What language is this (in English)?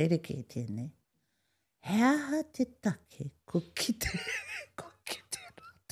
Māori